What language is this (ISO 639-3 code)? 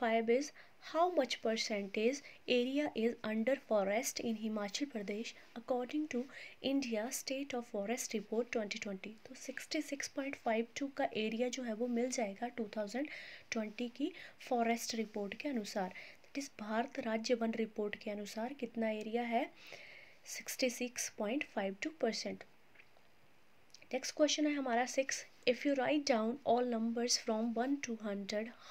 hin